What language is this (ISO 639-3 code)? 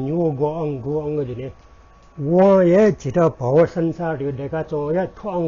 new